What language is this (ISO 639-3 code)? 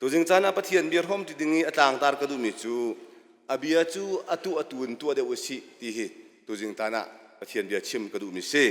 cnh